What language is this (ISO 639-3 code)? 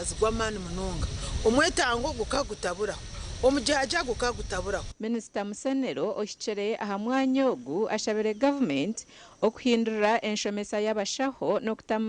nyn